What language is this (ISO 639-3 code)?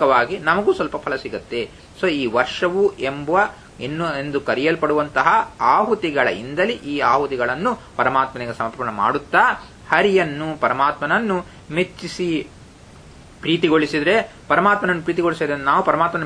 kan